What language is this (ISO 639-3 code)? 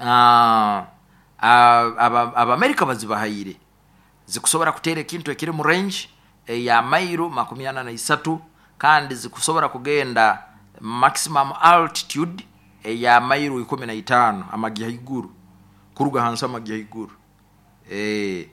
nyo